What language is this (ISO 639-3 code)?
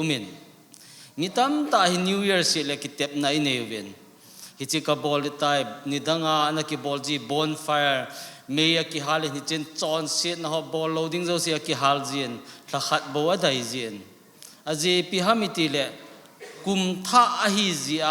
tcz